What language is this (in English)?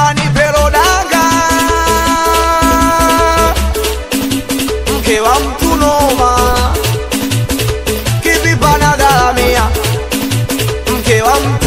Swahili